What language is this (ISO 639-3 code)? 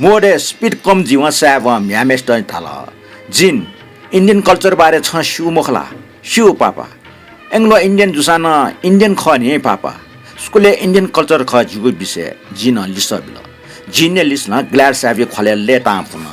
new